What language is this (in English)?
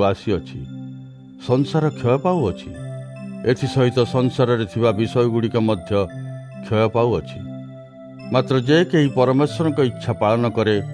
Odia